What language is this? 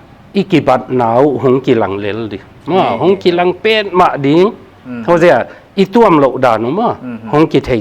Paite Chin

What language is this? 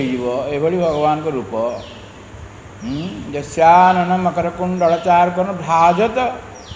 Odia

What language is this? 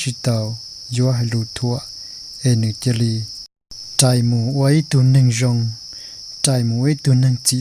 Hmong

